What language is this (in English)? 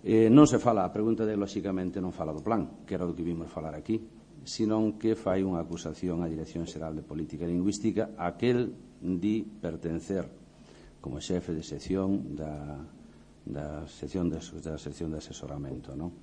Galician